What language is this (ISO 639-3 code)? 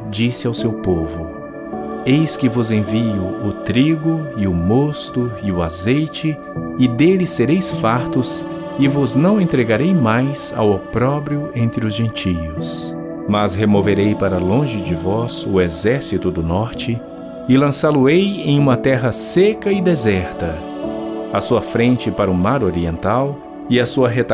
por